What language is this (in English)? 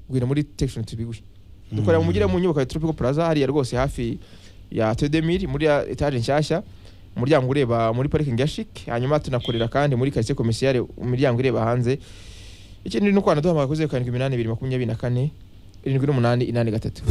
Kinyarwanda